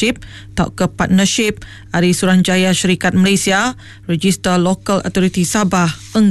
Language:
Iban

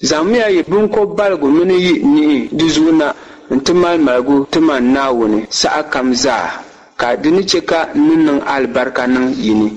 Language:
Dagbani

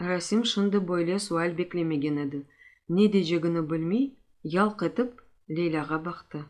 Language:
Crimean Tatar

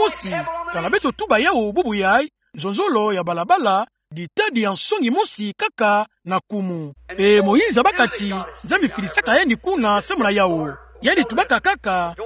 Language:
Kituba (Democratic Republic of Congo)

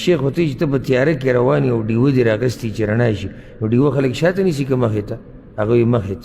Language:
Pashto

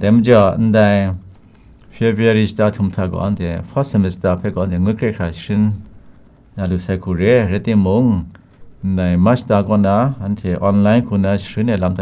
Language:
Kachin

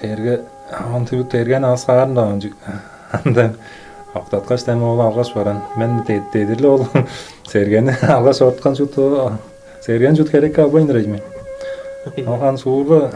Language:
Tuvinian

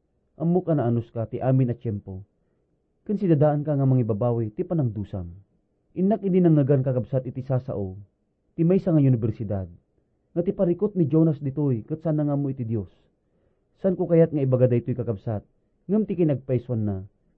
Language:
Iloko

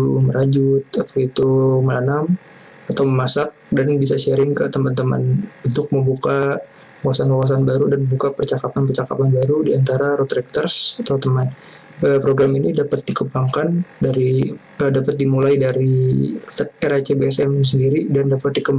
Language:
Indonesian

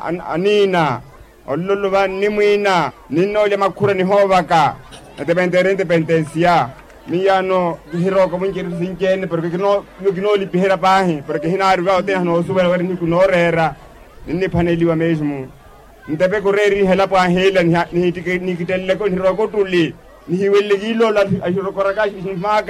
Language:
Makhuwa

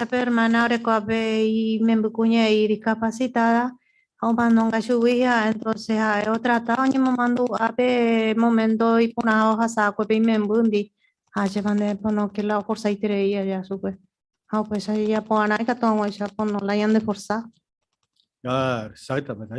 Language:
Guarani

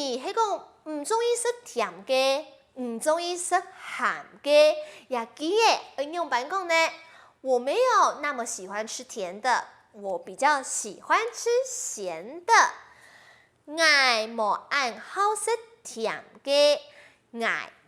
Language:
Hakka Chinese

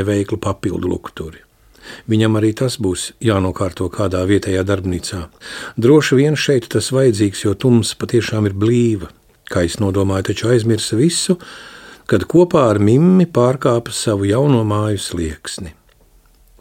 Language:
Latvian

